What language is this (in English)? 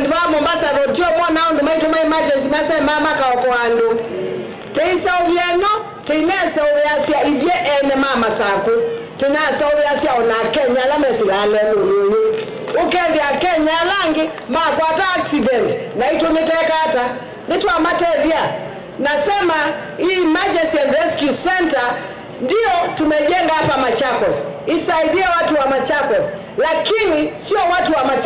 Kamba